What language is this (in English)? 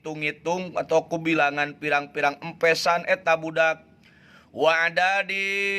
Sundanese